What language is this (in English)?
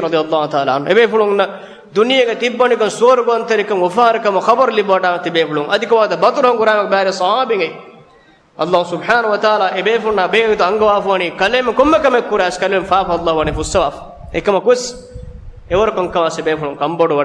Divehi